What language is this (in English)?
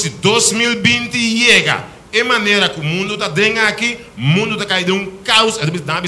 Papiamento